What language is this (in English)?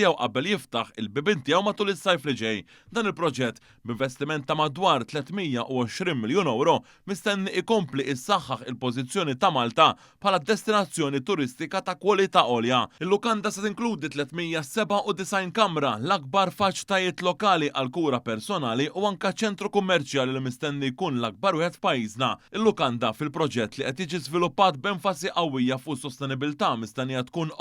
Maltese